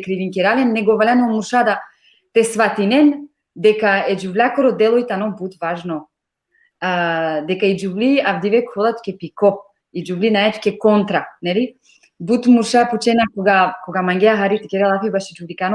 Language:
Balkan Romani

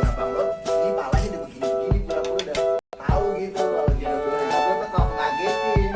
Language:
Betawi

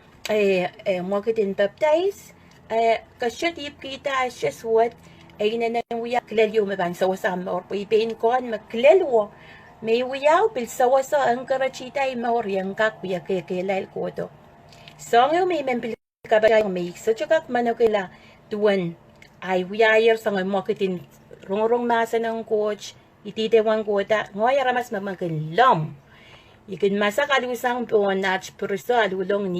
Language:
Pohnpeian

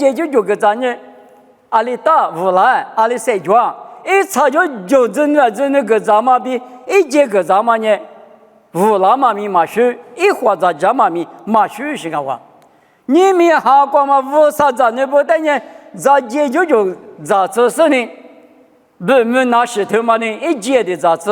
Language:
Lisu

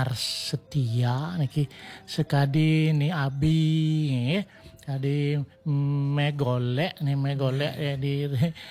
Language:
Balinese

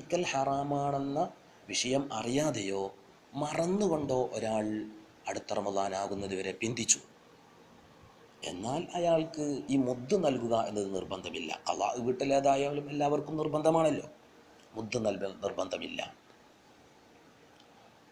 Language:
Malayalam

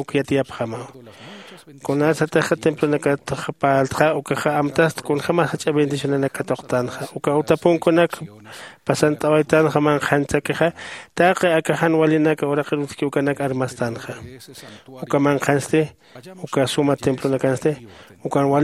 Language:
Aymara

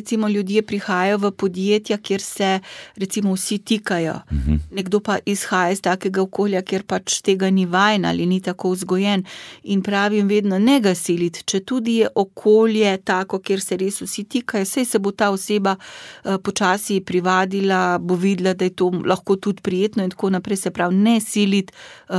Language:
Slovenian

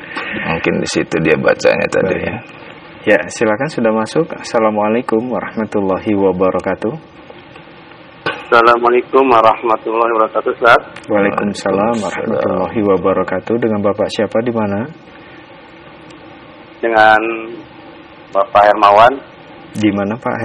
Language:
Indonesian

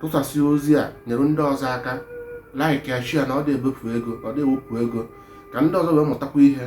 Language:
Igbo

